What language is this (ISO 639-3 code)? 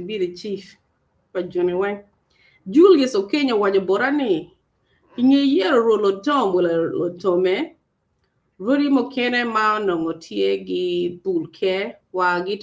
ach